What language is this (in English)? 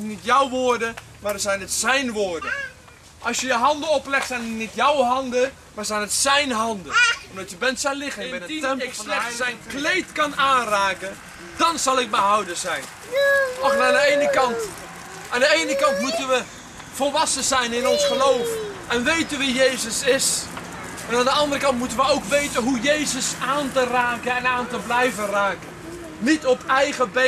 Dutch